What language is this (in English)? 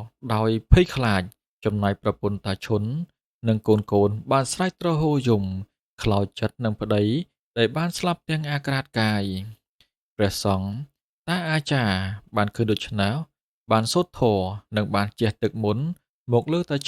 Khmer